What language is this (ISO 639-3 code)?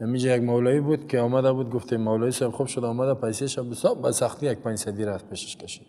fas